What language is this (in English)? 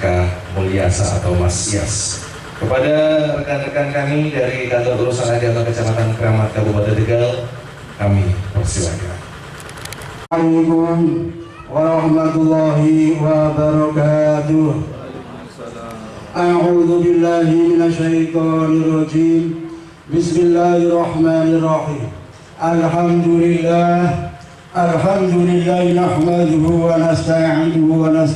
Indonesian